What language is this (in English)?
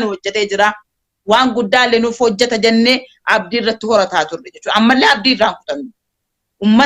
Oromo